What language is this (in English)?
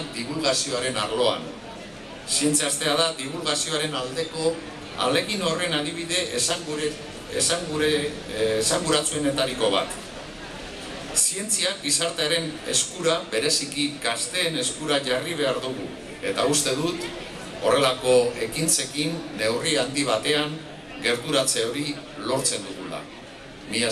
Basque